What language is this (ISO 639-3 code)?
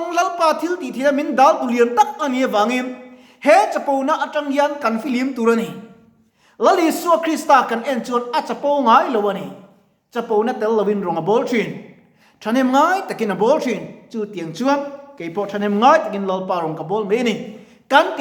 lus